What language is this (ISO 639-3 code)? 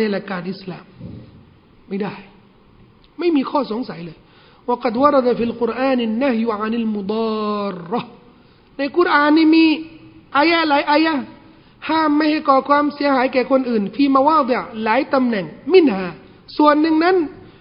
tha